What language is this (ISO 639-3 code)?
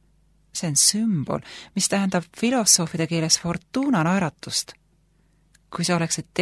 est